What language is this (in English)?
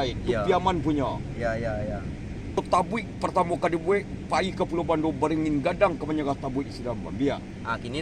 Minangkabau